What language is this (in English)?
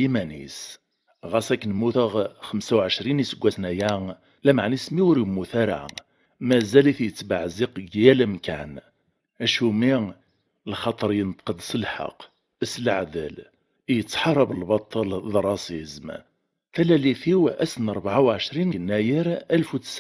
Kabyle